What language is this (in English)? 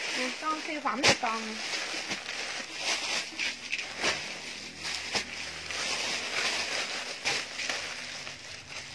Vietnamese